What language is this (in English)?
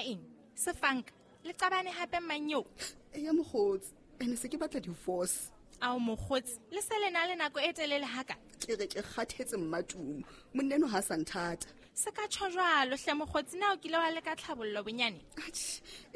Southern Sotho